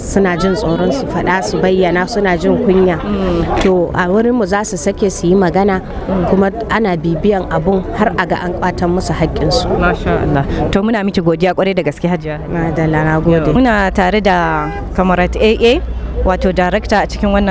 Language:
Hausa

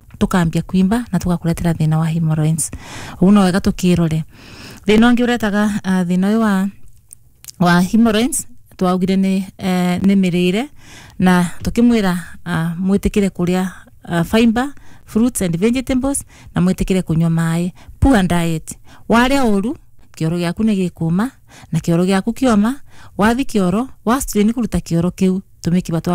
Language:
Kikuyu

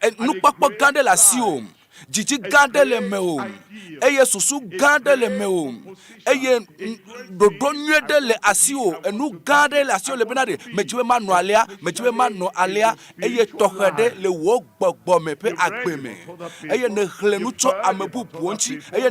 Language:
Ewe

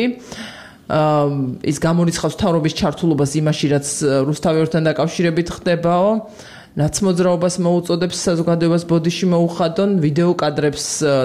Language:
Georgian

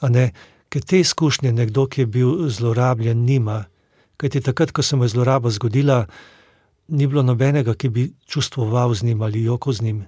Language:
Slovenian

